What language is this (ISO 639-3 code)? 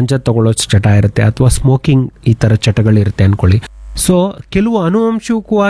kan